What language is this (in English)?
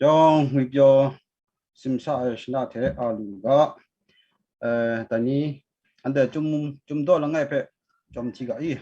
Kachin